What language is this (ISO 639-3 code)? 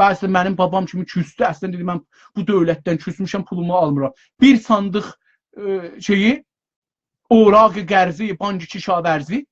azb